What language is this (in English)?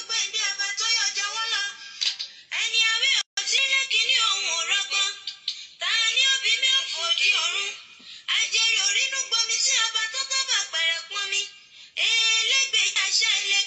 Yoruba